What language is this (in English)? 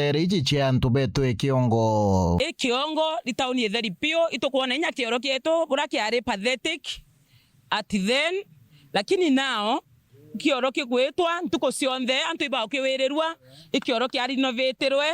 Meru